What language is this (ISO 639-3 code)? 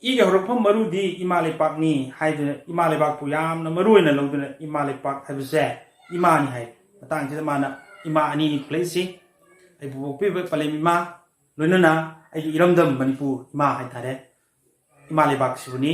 mni